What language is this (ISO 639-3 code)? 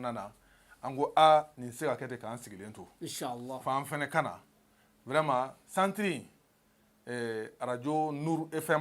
bam